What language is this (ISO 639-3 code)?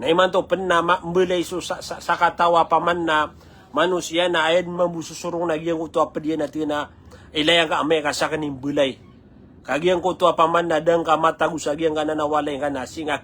mrw